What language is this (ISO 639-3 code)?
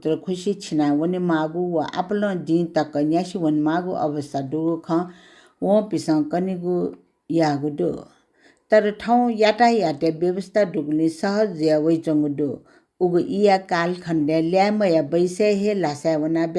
new